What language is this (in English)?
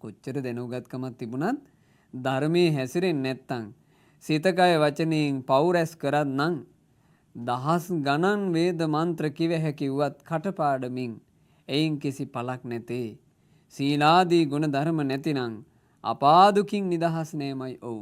Sinhala